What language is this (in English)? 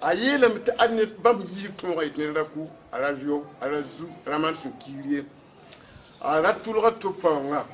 Mossi